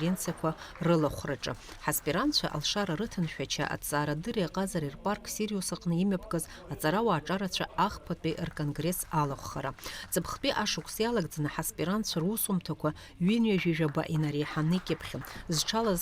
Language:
Abkhazian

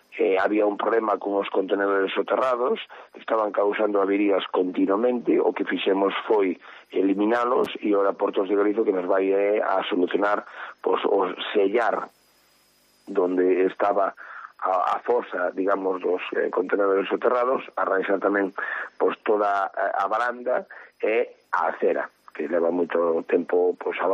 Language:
Galician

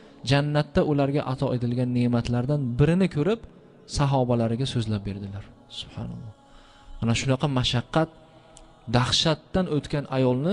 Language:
Uzbek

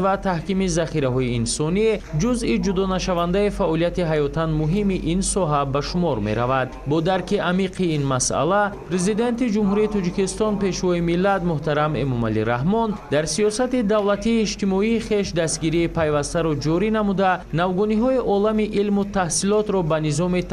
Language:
Tajik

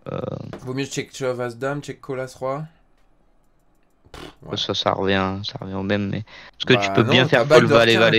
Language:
French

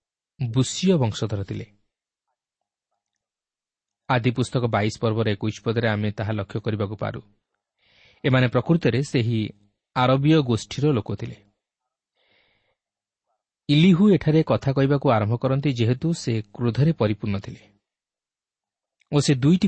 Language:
Odia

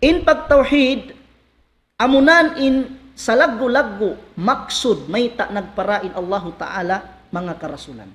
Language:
Tausug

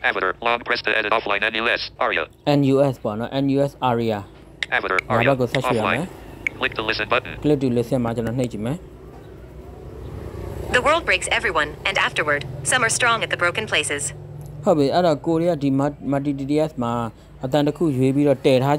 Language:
Burmese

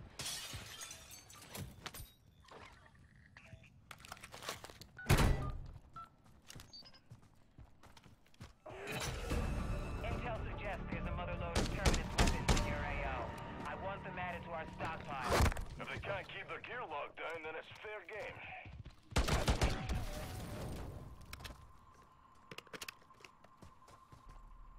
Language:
English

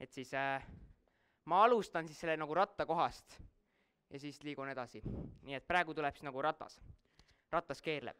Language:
Estonian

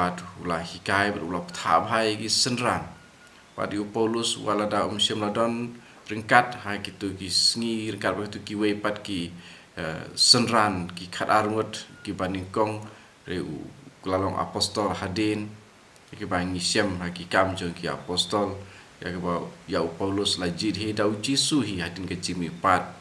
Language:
Khasi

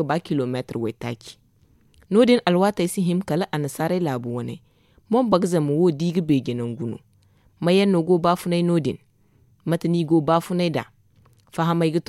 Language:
Zarma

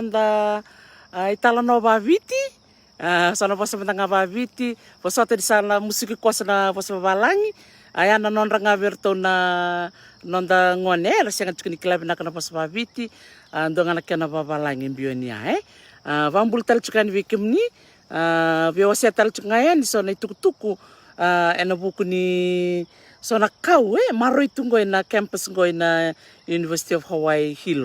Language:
Fijian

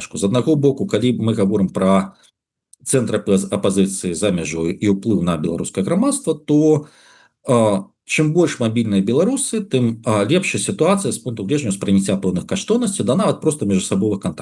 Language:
Belarusian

